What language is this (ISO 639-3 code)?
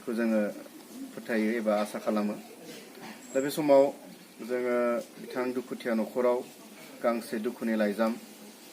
brx